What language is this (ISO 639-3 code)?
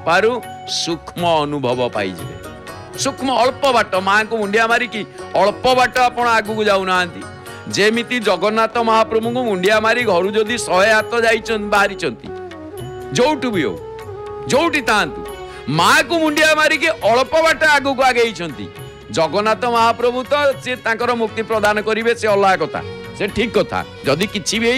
ori